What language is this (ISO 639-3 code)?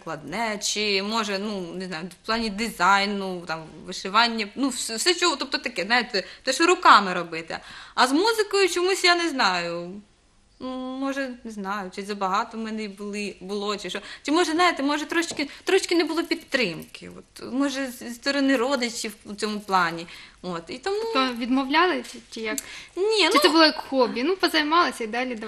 ukr